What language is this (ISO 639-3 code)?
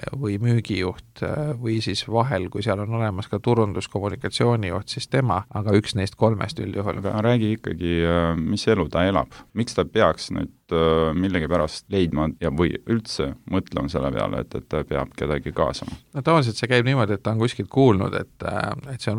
est